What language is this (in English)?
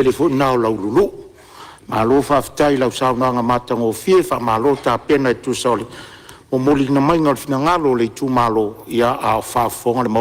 Samoan